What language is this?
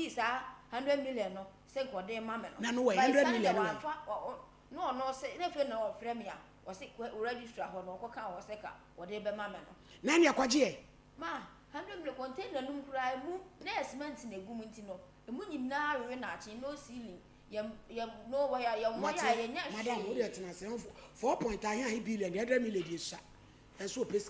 Akan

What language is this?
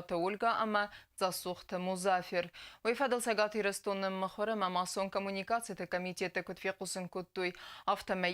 Ossetic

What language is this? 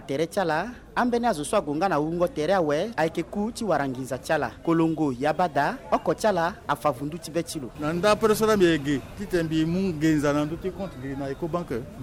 Sango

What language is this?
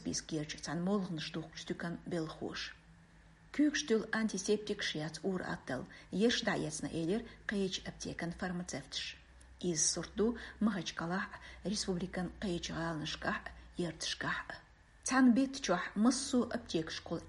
Chechen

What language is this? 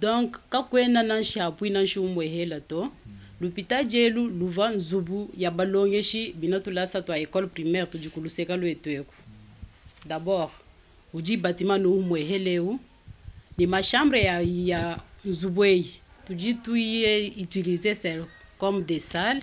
Luba-Lulua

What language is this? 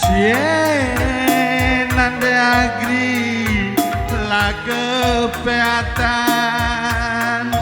Batak Karo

